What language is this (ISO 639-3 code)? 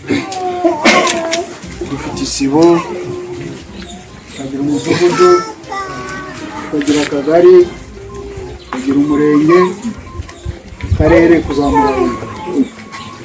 kin